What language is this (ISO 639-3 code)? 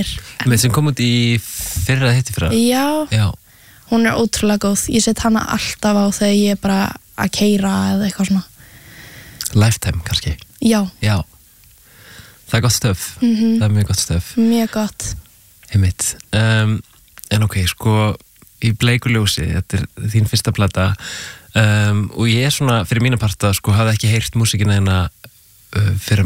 isl